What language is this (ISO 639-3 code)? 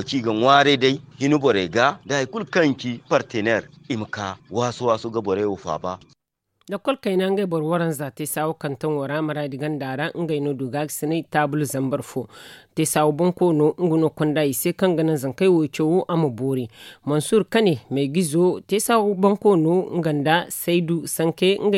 dje